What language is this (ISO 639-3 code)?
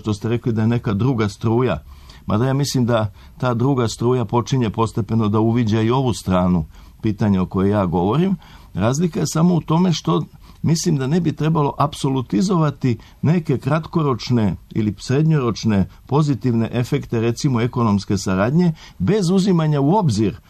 srp